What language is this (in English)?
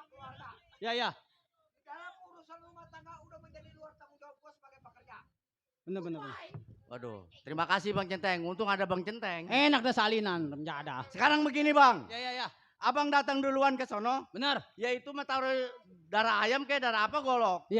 Betawi